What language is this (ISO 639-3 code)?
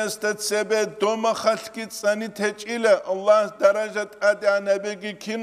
ava